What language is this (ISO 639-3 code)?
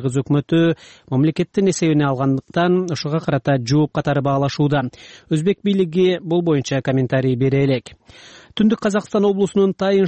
kir